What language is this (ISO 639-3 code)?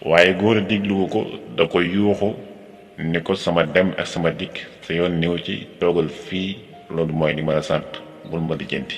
wol